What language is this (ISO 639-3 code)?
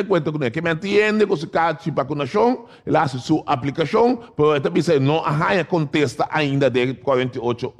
pap